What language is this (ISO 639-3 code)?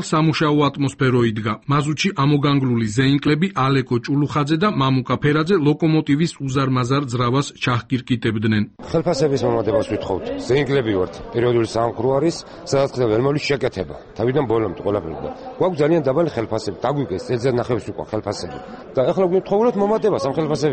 kat